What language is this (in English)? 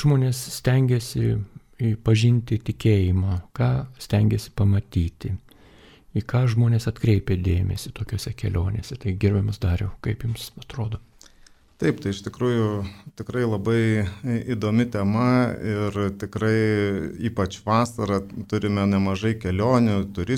Lithuanian